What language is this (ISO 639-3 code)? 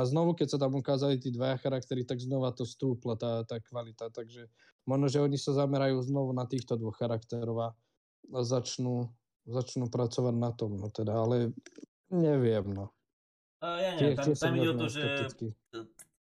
slk